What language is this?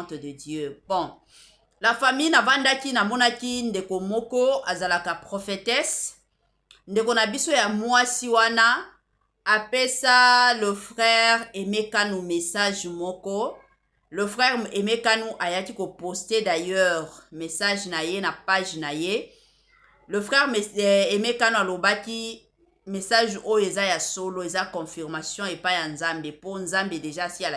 Lingala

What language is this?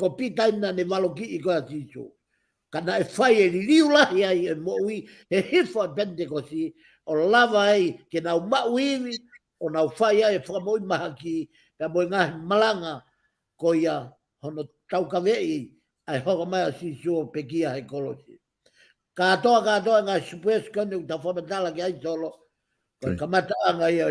Tongan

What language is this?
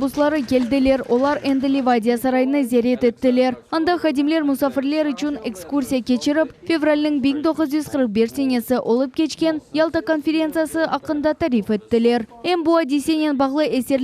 Crimean Tatar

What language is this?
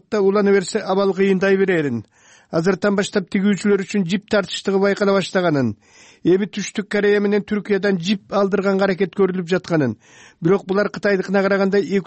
Kyrgyz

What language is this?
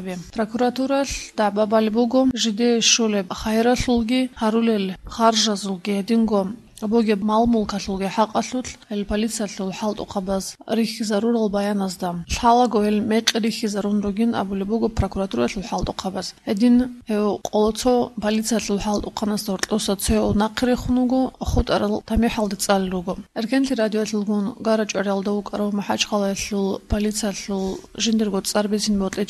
Avaric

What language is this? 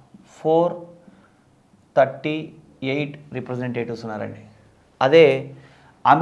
Telugu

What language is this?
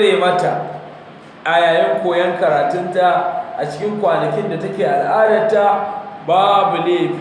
Hausa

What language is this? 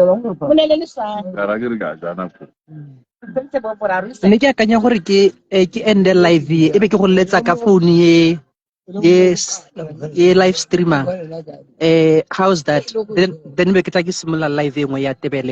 Tswana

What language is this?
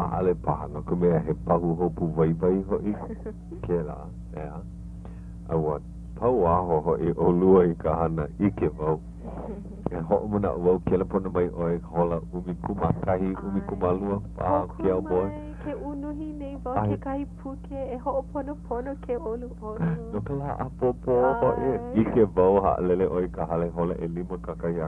Hawaiian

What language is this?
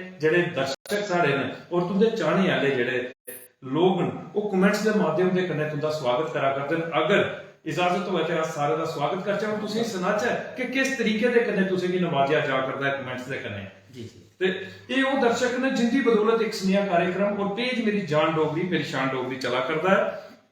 Dogri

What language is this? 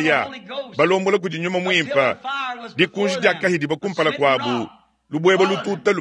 Luba-Lulua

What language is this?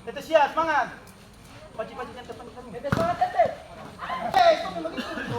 Ambonese Malay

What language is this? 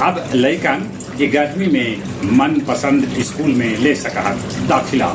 Magahi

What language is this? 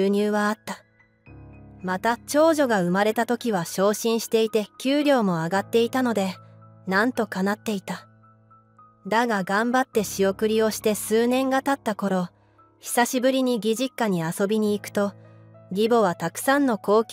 Japanese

